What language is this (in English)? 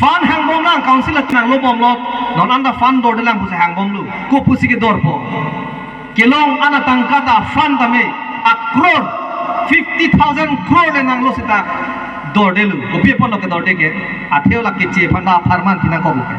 Karbi